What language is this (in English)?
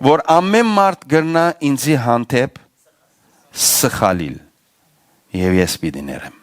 Western Armenian